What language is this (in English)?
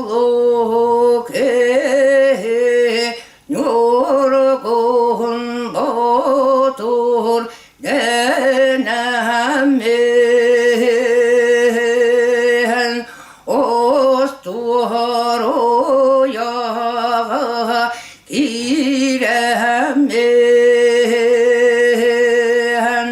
Yakut